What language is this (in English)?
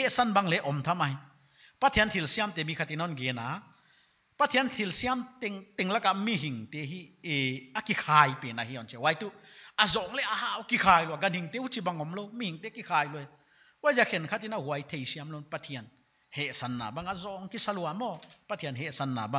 Paite Chin